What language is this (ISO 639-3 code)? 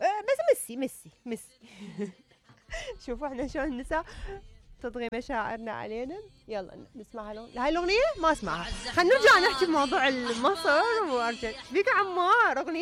acm